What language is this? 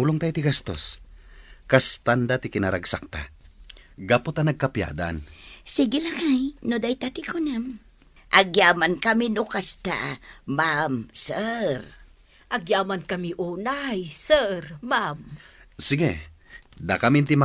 Iloko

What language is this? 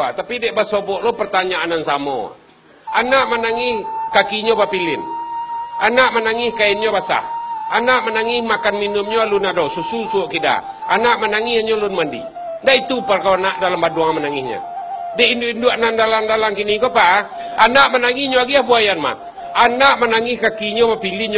Minangkabau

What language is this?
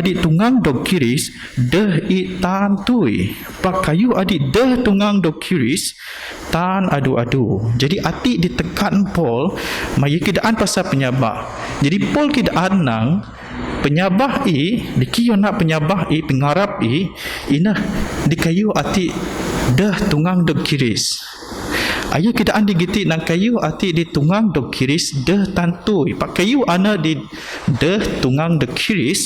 Biatah Bidayuh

